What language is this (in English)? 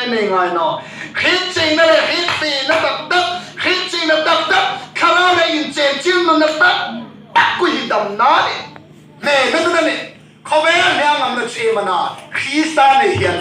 Hmar